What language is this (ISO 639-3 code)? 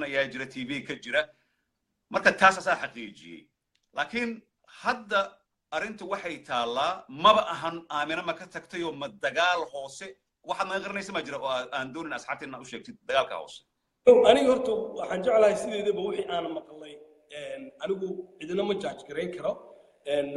som